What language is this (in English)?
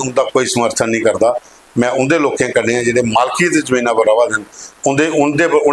Dogri